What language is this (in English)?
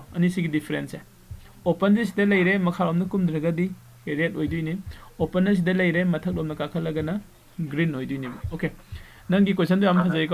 Manipuri